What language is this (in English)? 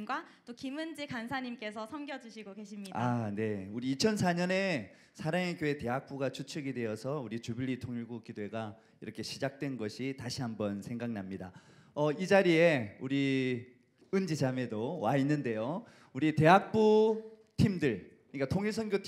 Korean